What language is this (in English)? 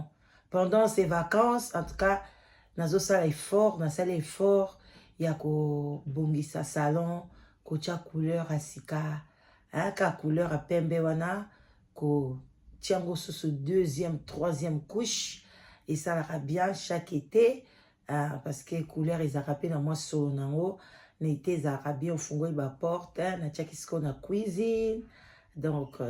Lingala